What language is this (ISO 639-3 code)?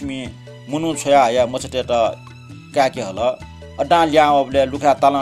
new